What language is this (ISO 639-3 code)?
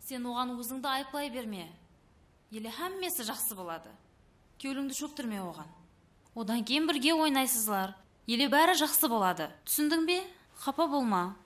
kaa